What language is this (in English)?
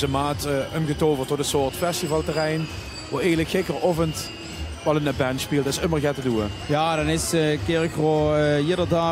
Limburgish